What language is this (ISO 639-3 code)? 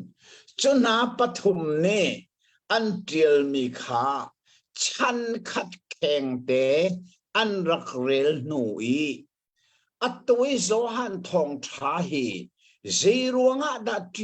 cnh